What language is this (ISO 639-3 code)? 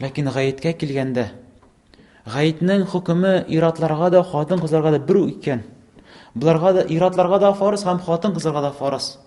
tat